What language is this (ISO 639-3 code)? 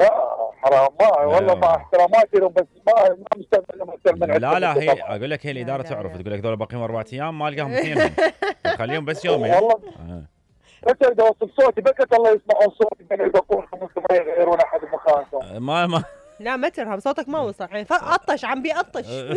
acm